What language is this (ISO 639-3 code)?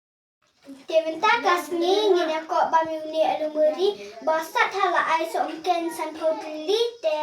kha